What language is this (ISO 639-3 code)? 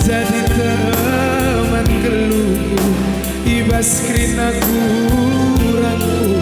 btx